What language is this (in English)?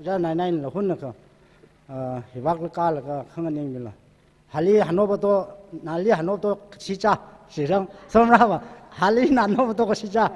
Tangkhul Naga (India)